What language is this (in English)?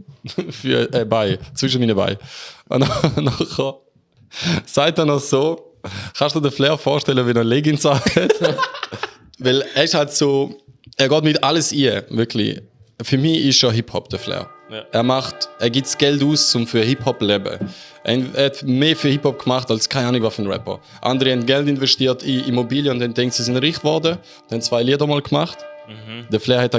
Swiss German